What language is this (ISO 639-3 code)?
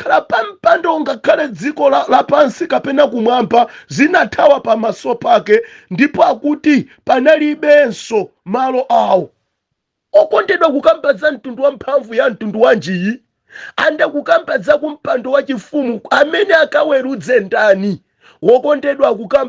nya